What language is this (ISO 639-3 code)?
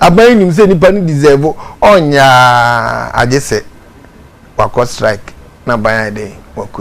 aka